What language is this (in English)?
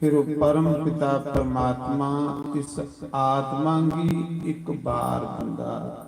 Dogri